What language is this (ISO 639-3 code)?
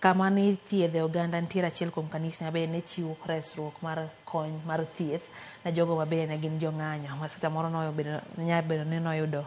luo